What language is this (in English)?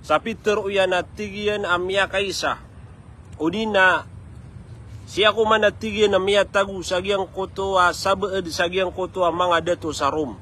Maranao